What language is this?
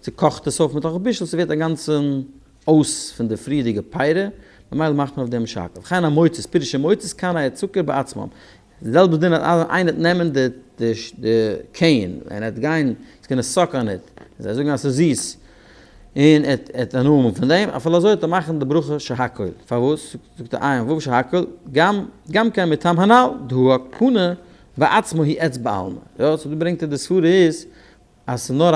Yiddish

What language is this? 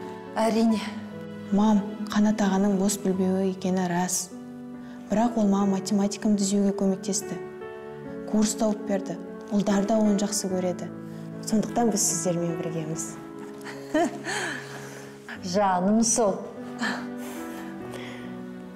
Kazakh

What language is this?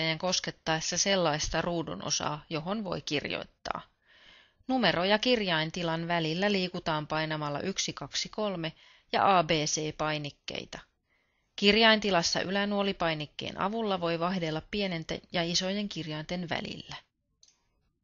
Finnish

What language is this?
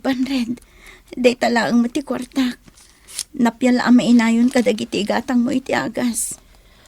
Iloko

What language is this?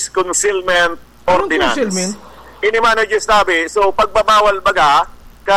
Bikol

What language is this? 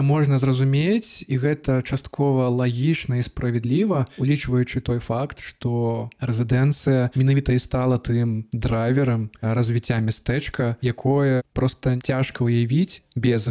Belarusian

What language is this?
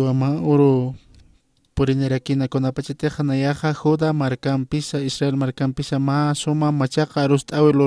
Aymara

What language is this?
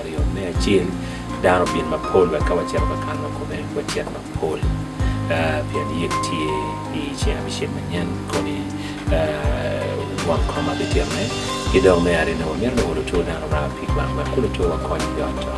Acoli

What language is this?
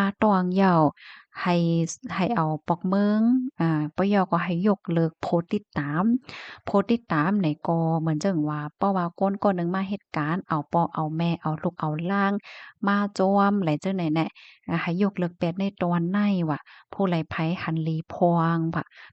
Shan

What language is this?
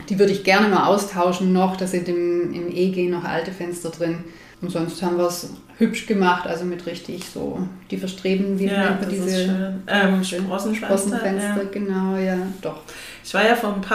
German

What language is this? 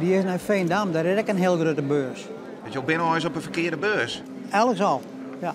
Western Frisian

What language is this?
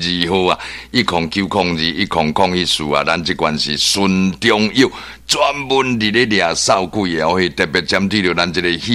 Min Nan Chinese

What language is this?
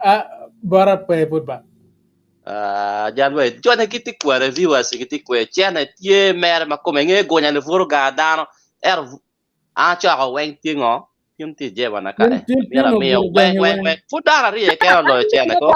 Acoli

